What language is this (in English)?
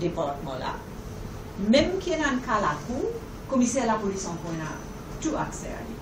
Morisyen